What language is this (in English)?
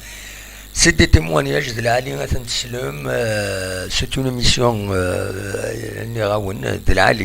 Kabyle